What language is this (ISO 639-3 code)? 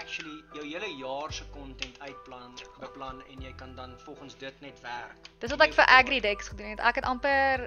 afr